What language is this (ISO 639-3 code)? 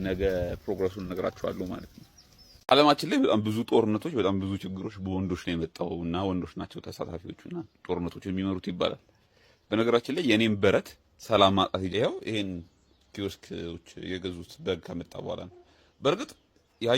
amh